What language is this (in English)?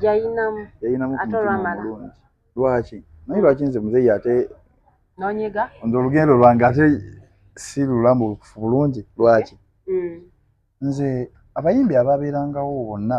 Ganda